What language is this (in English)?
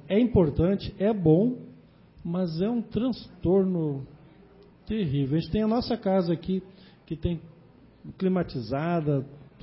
Portuguese